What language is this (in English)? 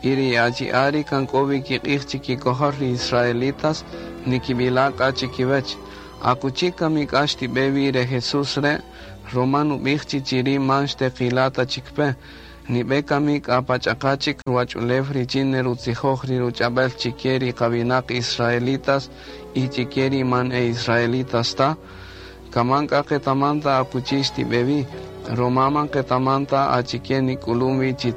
Kaqchikel